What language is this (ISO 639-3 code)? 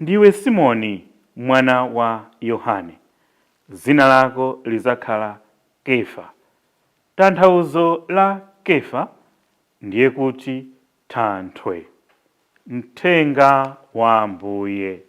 nya